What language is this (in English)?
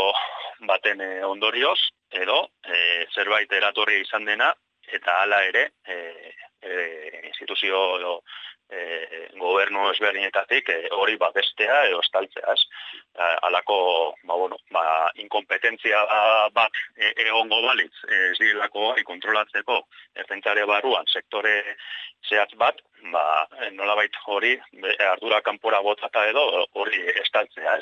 Basque